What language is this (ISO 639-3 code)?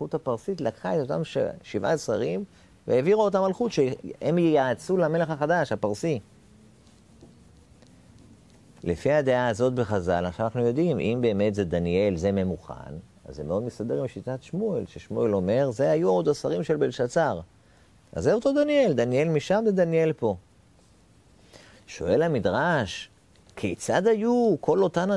heb